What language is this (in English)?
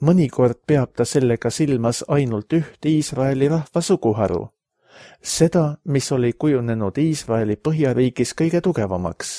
Estonian